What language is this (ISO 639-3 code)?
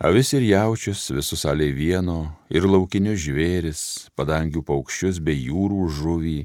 lit